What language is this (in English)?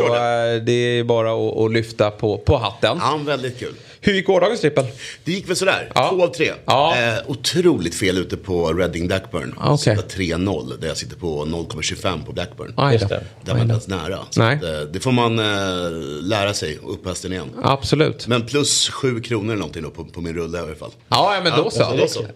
Swedish